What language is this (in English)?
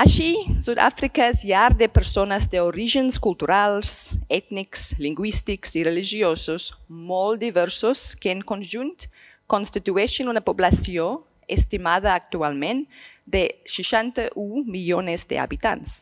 Catalan